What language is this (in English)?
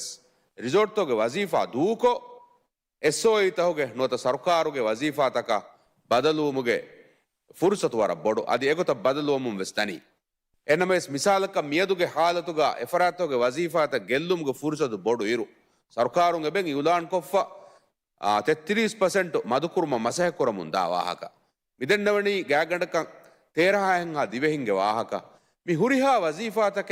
Divehi